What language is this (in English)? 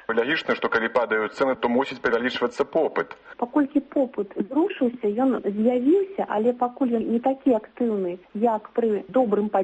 Belarusian